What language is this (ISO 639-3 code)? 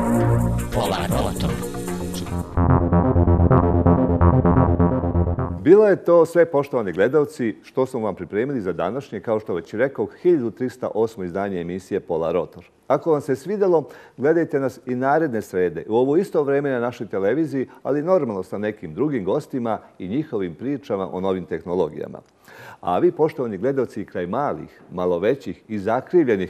srp